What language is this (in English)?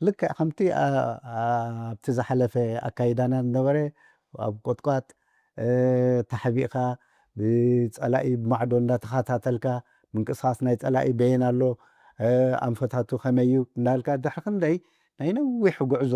Tigrinya